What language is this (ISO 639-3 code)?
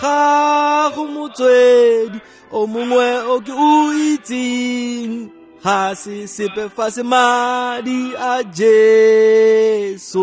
tsn